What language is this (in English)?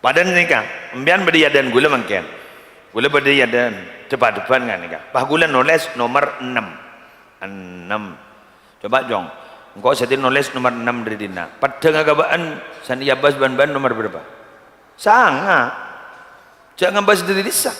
Madurese